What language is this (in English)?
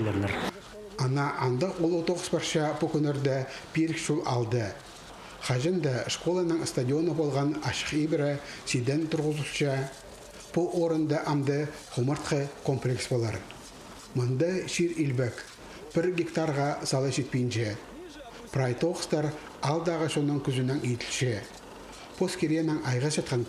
Khakas